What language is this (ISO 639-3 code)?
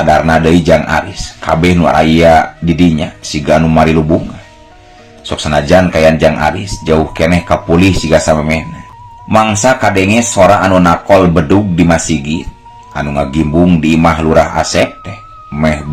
sun